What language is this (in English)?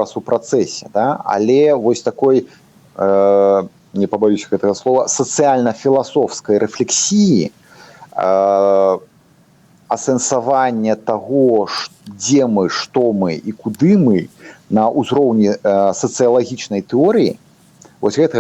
Belarusian